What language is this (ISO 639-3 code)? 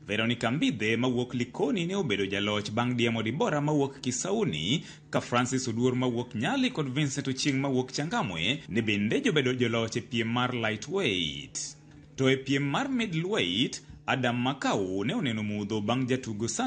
luo